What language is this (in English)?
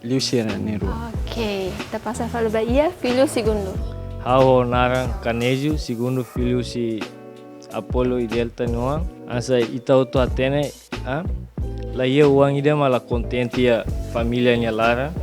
Tetum